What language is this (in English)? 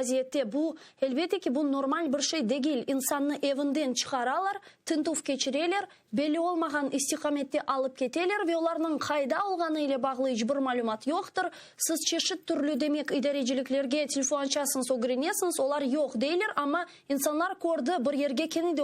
Crimean Tatar